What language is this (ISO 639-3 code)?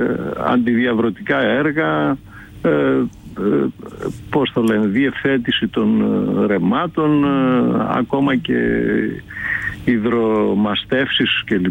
ell